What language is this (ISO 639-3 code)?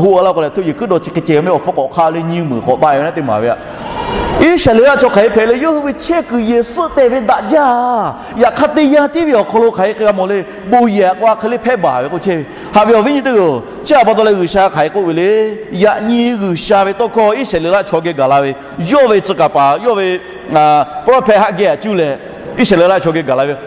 lhu